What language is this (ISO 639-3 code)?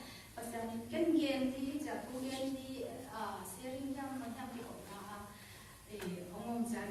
ctd